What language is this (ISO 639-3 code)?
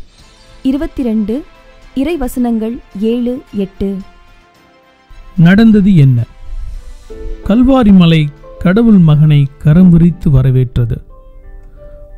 tam